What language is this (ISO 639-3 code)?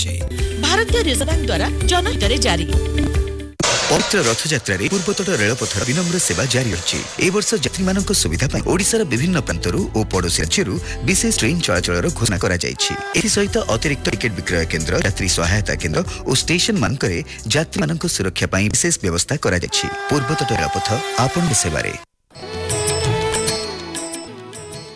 ori